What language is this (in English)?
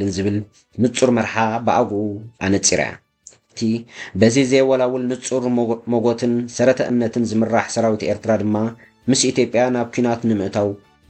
Tigrinya